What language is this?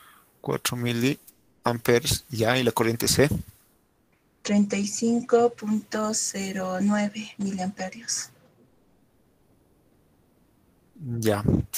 Spanish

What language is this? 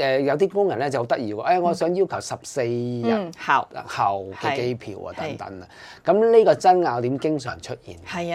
Cantonese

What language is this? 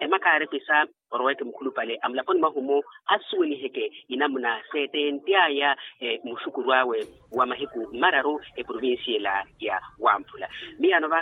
Makhuwa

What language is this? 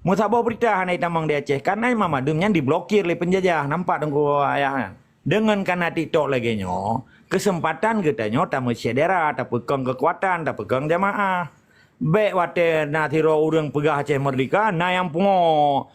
Achinese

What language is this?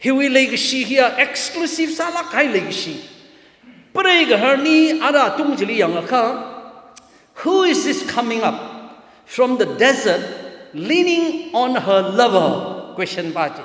Tangkhul Naga (India)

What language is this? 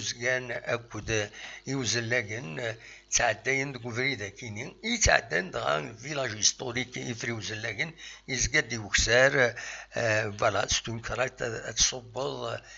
Kabyle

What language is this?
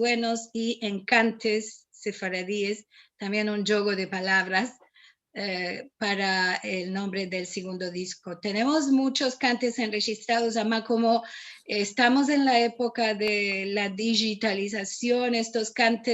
Ladino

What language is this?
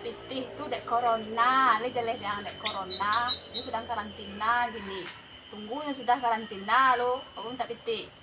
Minangkabau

